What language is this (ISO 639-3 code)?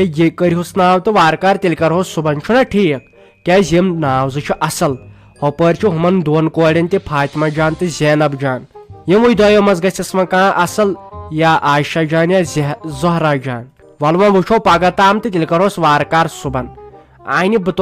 kas